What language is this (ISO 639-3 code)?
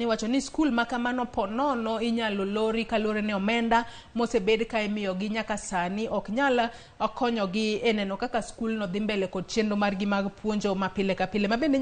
luo